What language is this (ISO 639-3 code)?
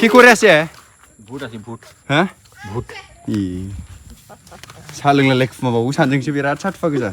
brx